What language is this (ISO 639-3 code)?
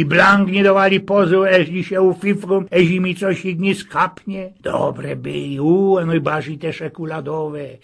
szl